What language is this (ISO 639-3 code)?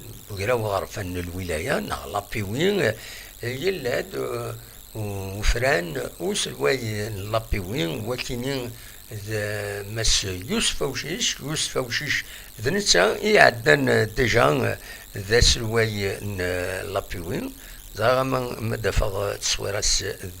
kab